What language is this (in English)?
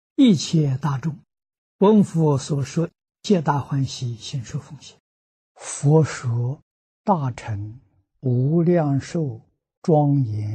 Chinese